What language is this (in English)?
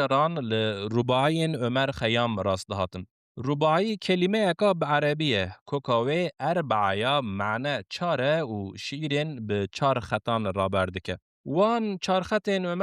Kurdish